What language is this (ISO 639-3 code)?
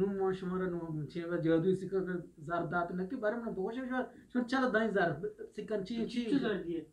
bgp